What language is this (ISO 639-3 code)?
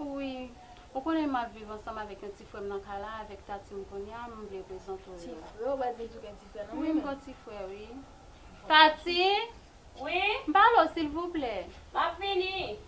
hat